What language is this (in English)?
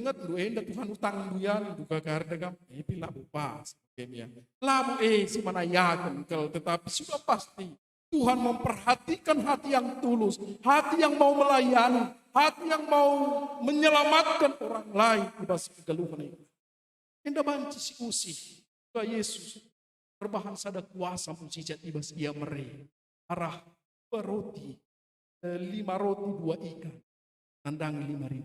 Batak Karo